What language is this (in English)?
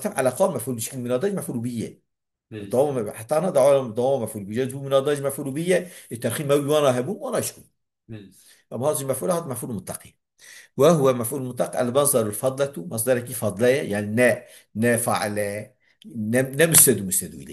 Kurdish